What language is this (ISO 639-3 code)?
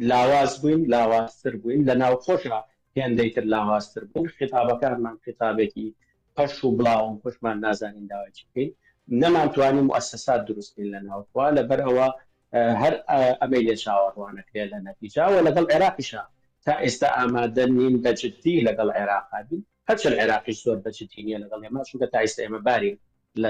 ckb